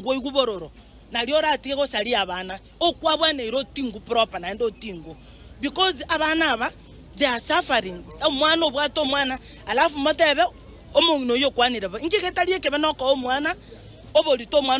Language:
Gusii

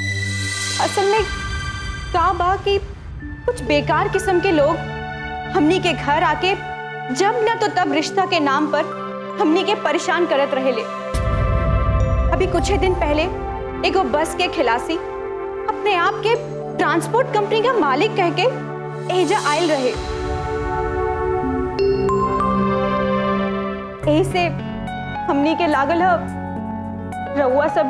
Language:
Bhojpuri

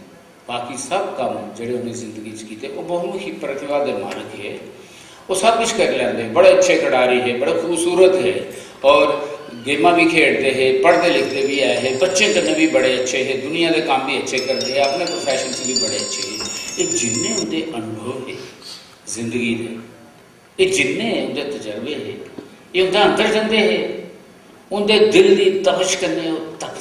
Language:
Dogri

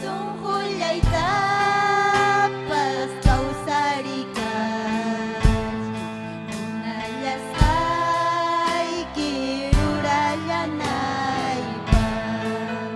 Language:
Ayacucho Quechua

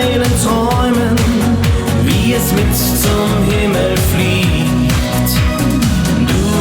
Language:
Bavarian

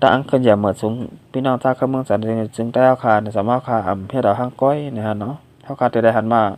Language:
Shan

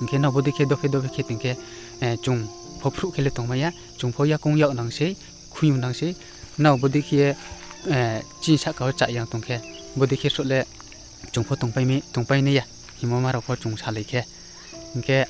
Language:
Riang (India)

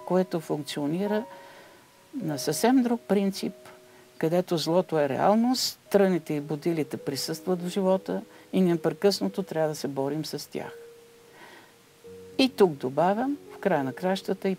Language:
Bulgarian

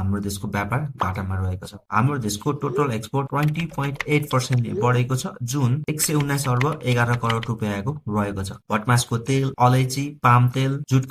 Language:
Nepali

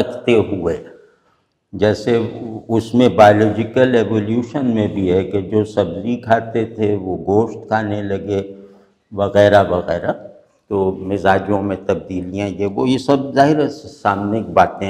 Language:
Urdu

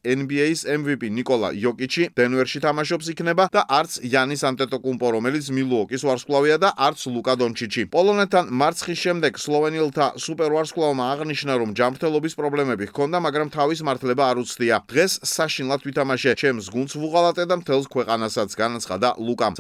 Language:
Georgian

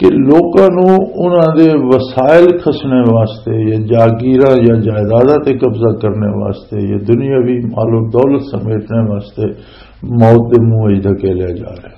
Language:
Western Panjabi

